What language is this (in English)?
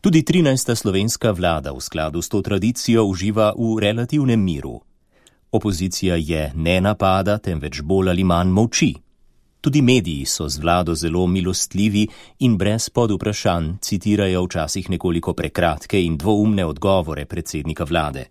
Slovenian